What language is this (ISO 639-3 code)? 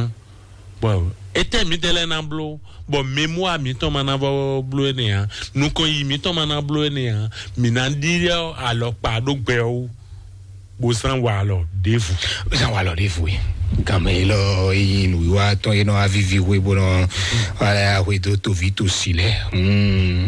fon